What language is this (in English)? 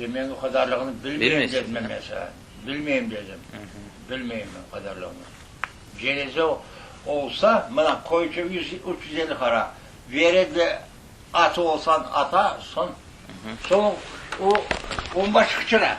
Crimean Tatar